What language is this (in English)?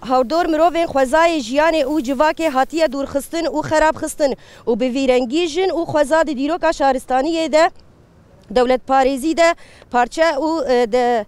Kurdish